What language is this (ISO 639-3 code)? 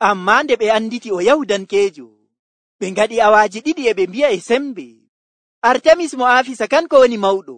fuv